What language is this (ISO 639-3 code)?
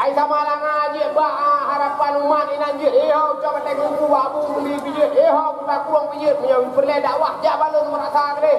ace